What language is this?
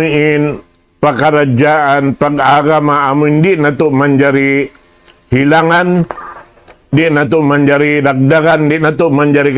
Tausug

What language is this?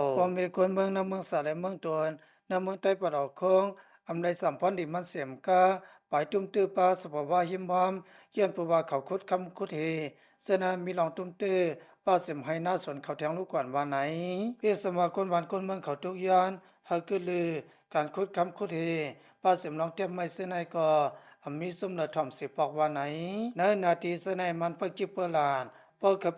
Shan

